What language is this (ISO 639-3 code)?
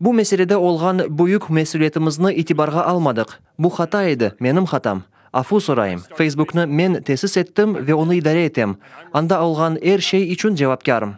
crh